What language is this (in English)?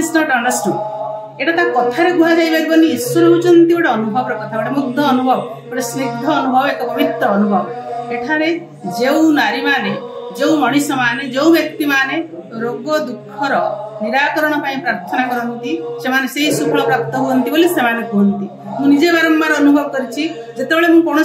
Odia